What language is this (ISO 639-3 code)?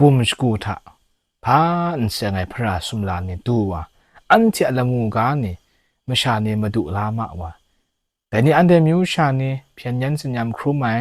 kac